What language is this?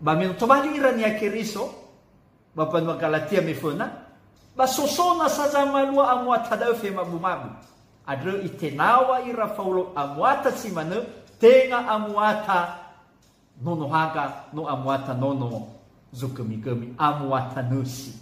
Nias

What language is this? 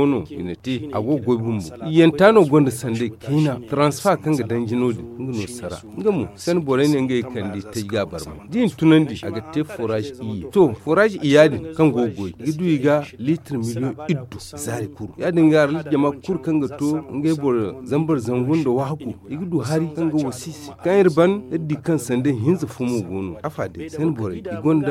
Zarma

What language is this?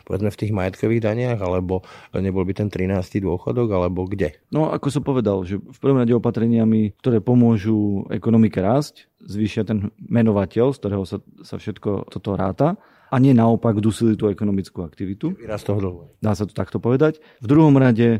Slovak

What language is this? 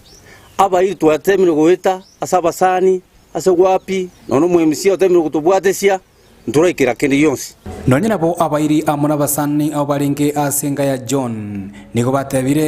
Gusii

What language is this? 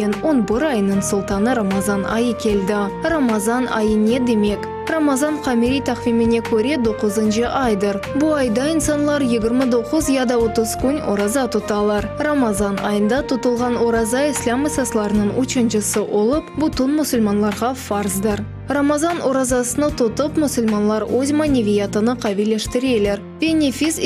Crimean Tatar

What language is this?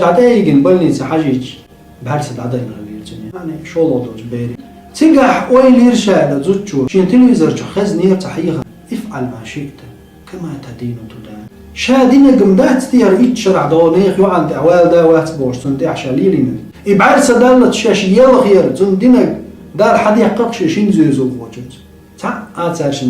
Chechen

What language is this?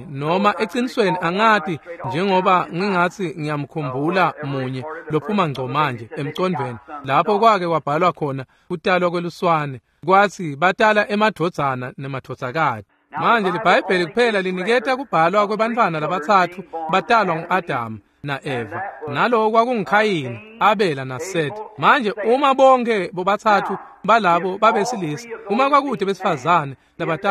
Swati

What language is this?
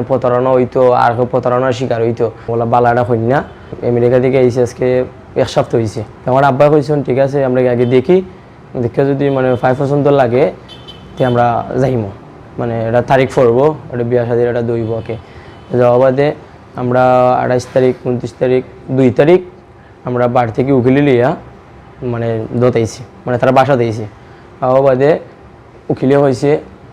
Sylheti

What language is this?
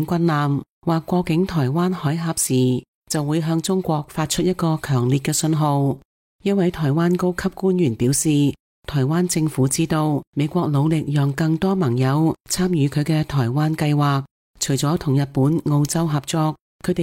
Cantonese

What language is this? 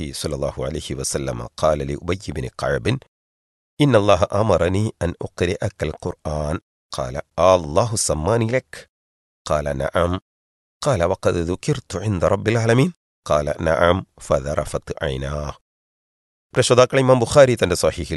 Malayalam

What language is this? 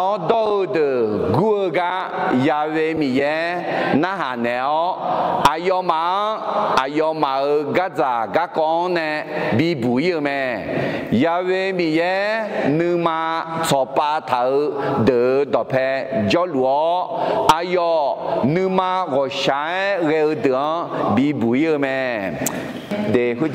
Akha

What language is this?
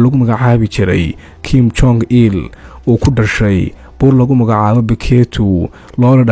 Somali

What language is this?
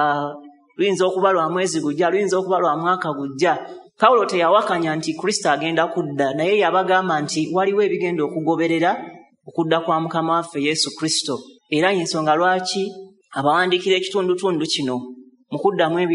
Ganda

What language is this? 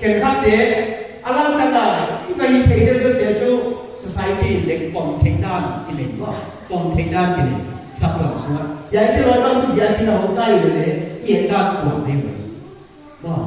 Paite Chin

